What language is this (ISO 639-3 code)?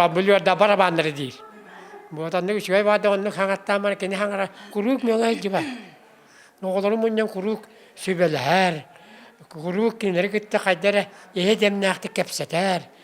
sah